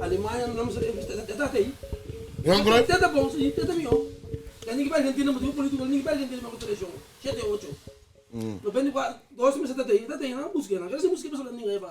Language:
Papiamento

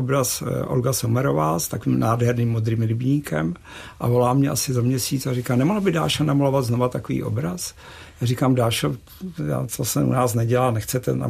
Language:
Czech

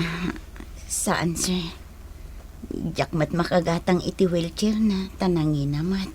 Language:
Iloko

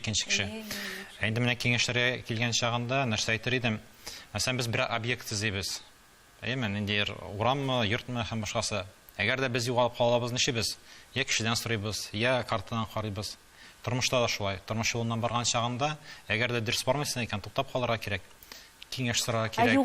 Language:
Tatar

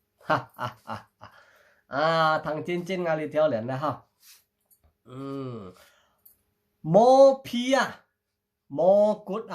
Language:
Hakka Chinese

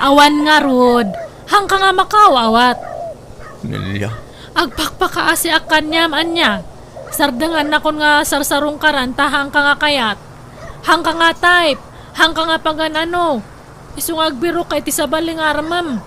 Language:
Iloko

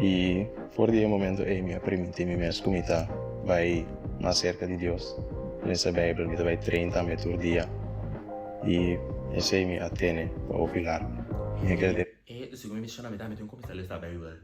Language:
Papiamento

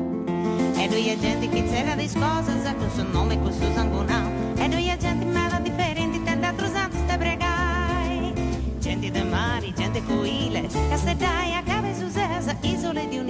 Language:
Sardinian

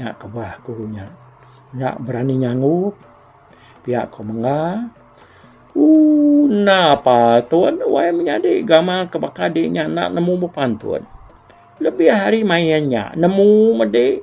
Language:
Iban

